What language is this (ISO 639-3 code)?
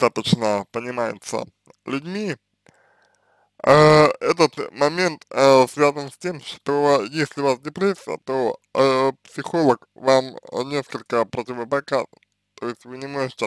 rus